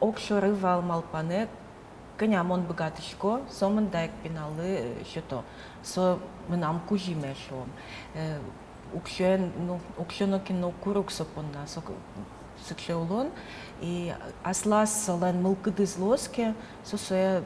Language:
Udmurt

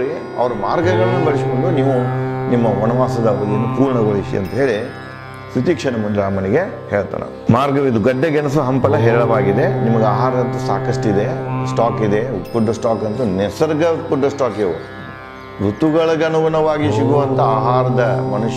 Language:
Kannada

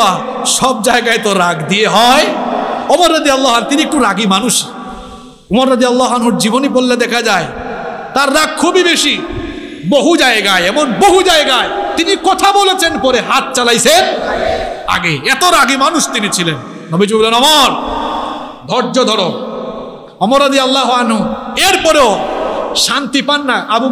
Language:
Bangla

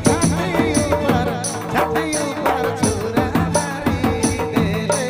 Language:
Sadri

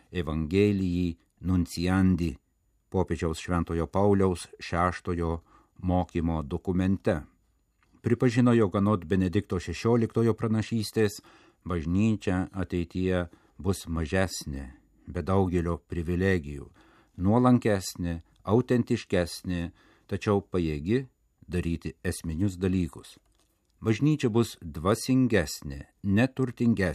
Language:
Lithuanian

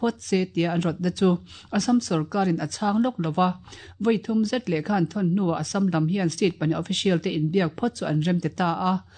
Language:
Mizo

